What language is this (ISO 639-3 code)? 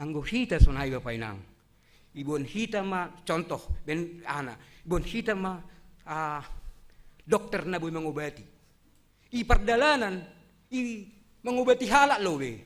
bts